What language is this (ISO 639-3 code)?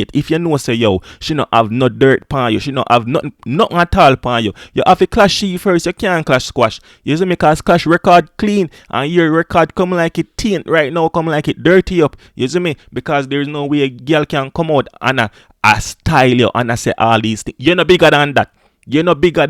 jam